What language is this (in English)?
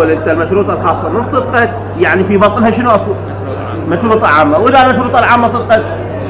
Mesopotamian Arabic